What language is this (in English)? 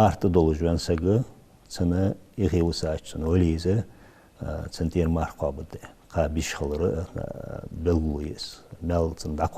Ingush